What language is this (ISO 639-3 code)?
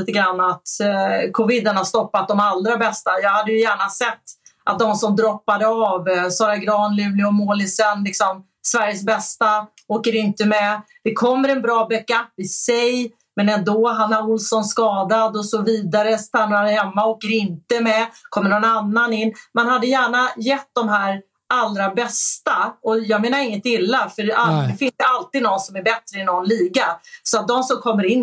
swe